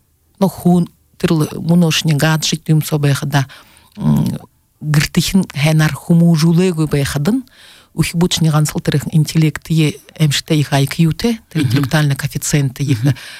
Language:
Buriat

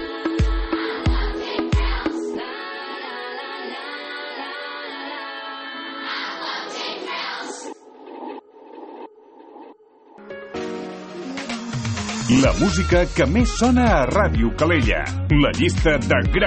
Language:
Catalan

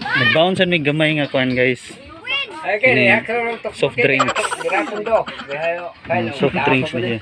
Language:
Cebuano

